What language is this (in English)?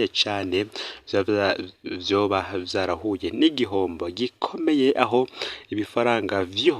Rundi